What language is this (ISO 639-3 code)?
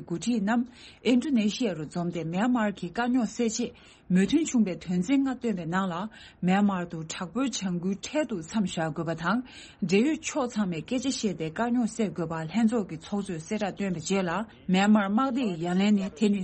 bod